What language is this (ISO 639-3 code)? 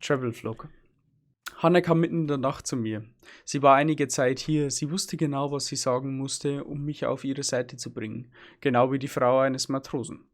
bar